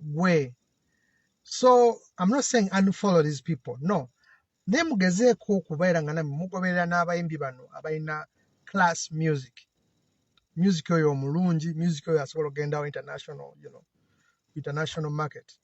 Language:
Ganda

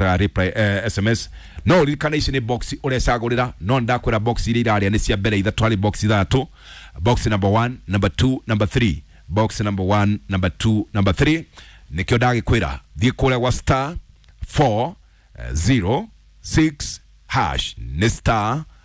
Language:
Kikuyu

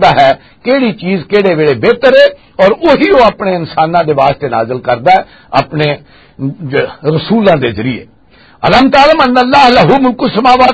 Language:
Western Panjabi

